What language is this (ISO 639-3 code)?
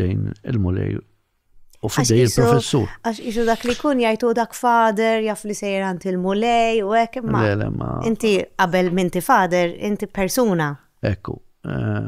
mlt